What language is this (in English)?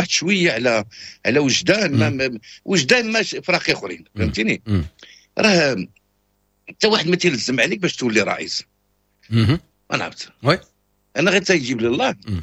Moroccan Arabic